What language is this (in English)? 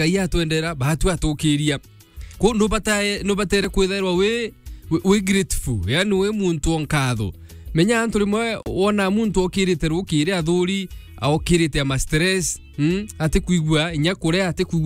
Meru